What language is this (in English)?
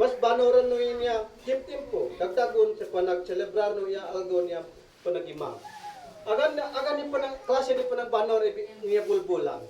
Isnag